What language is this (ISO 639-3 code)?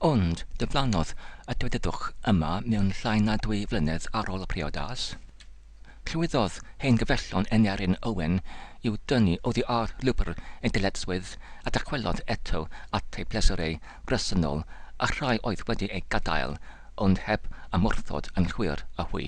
cym